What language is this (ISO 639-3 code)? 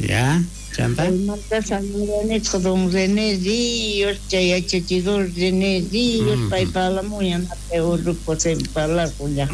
quh